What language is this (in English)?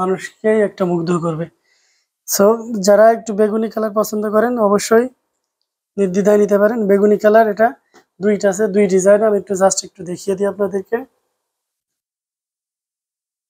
Bangla